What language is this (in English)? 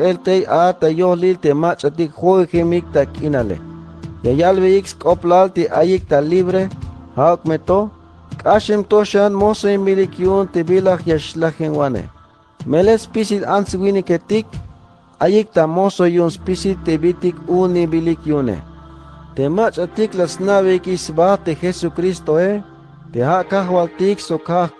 Tzeltal